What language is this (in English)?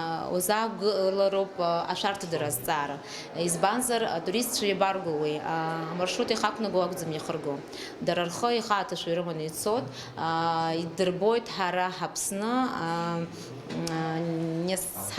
Abkhazian